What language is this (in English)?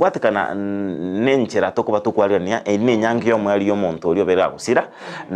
Gusii